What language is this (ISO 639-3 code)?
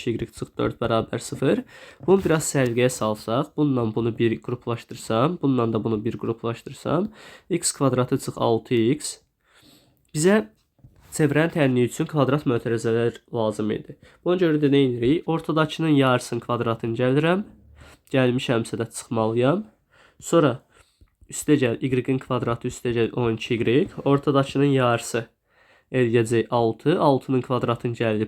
aze